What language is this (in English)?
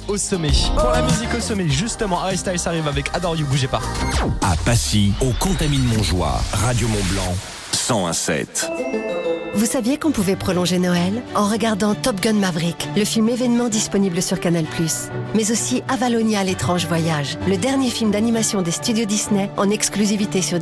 French